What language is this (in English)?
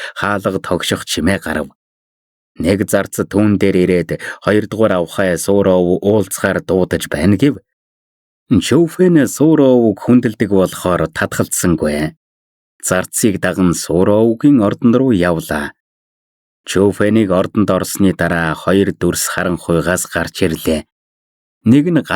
Mongolian